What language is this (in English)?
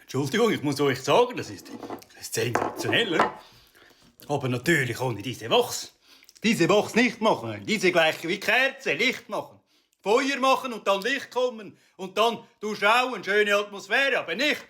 Swiss German